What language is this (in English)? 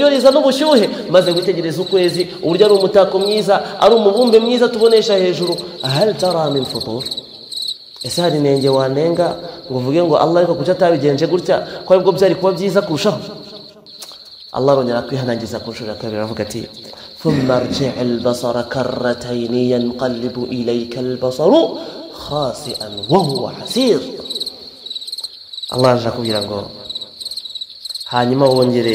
Kinyarwanda